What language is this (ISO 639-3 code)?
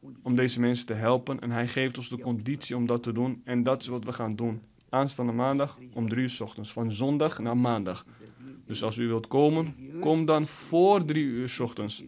nld